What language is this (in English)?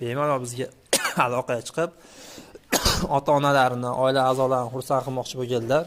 Uzbek